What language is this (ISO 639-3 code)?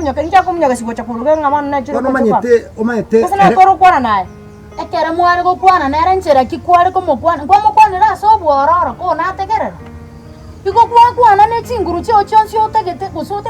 guz